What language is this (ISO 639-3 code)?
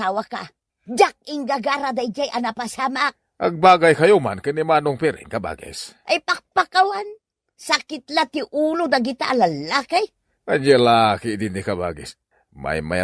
ilo